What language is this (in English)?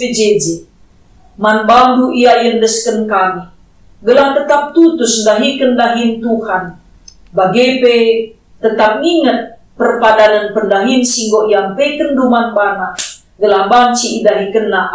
Batak Karo